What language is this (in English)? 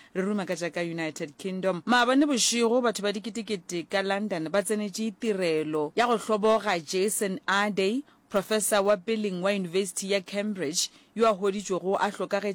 Northern Sotho